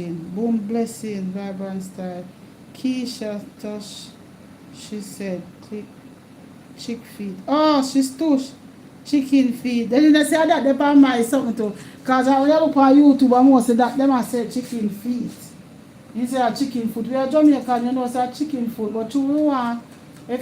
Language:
Jamaican Creole English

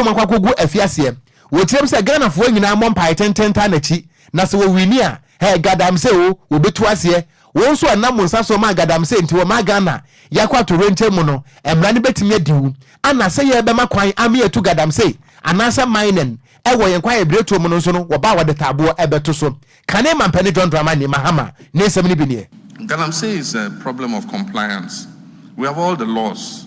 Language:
Akan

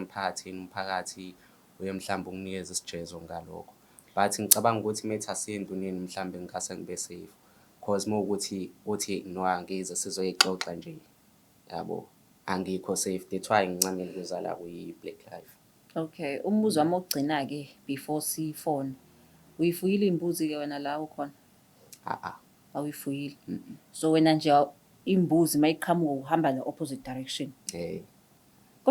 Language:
Zulu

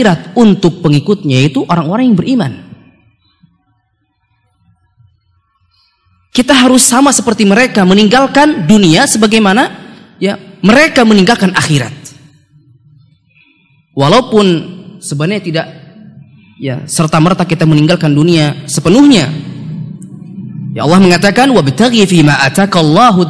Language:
Indonesian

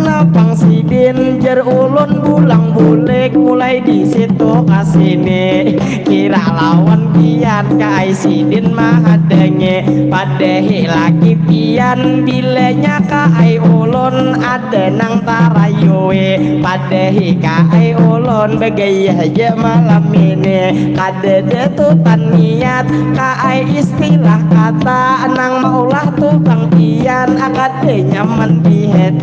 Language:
Banjar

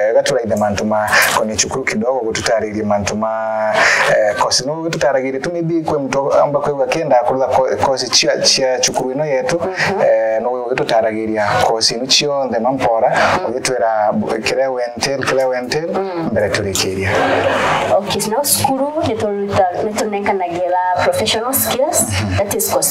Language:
Meru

